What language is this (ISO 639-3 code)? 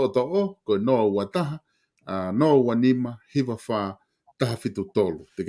ton